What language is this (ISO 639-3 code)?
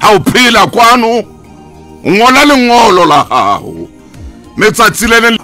sot